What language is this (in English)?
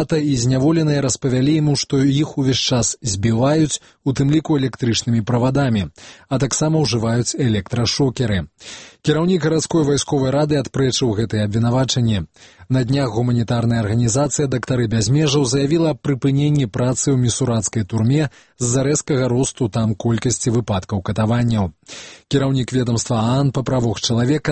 Belarusian